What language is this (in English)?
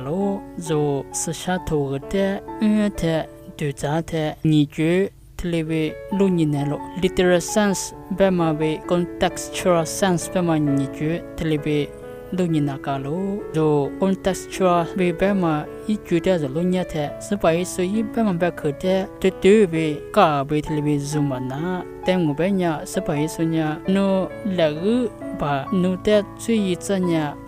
Lisu